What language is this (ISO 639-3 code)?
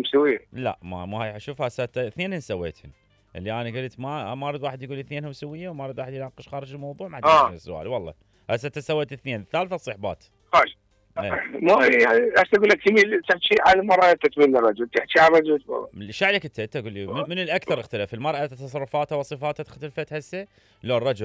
acm